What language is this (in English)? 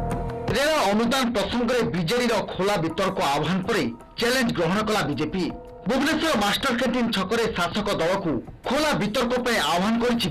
Odia